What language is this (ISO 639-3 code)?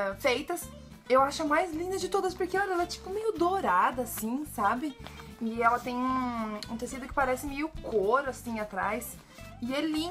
por